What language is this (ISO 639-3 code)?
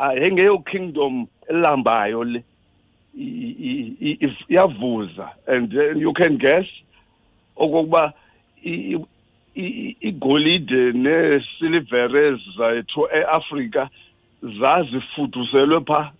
xho